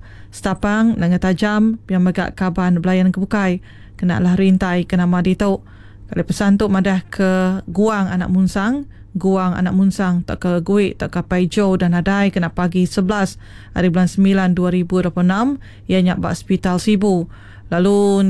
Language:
Iban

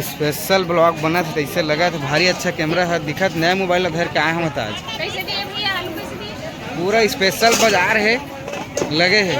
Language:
Chhattisgarhi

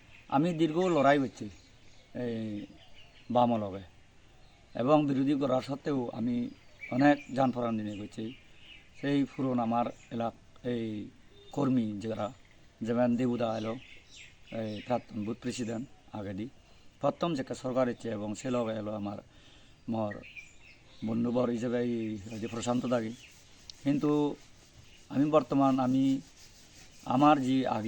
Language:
Chakma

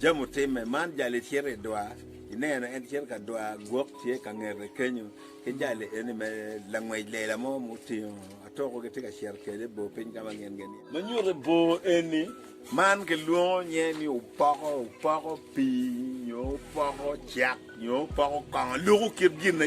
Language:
Acoli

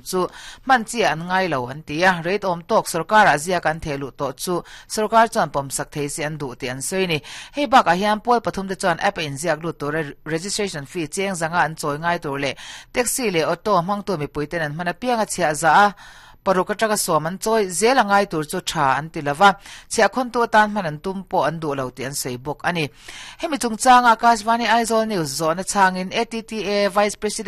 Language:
Mizo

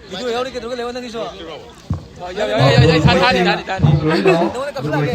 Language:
Manipuri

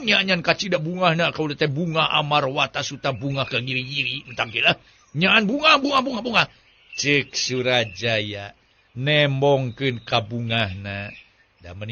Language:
Sundanese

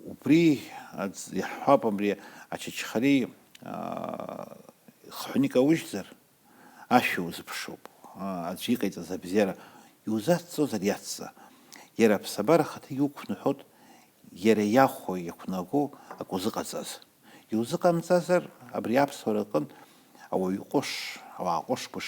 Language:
Abkhazian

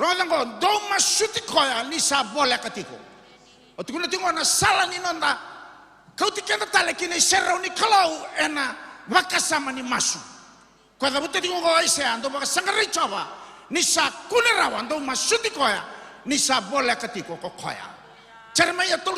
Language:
Fijian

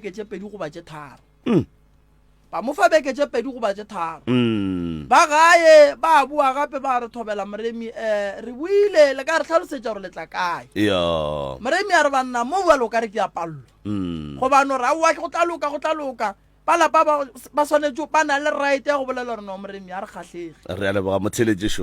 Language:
Northern Sotho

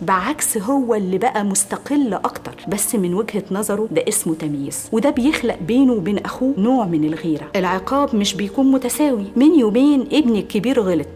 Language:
Egyptian Arabic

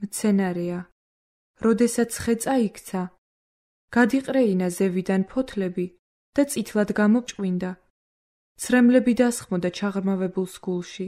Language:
Georgian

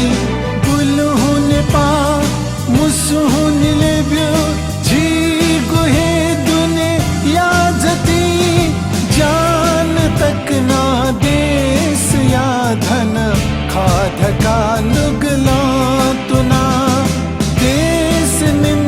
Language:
Newari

